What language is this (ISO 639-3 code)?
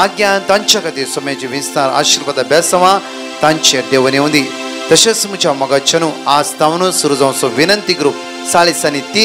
kok